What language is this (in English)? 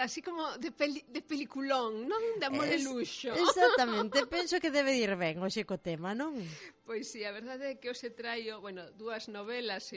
Galician